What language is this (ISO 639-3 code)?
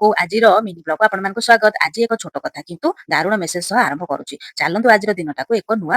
ori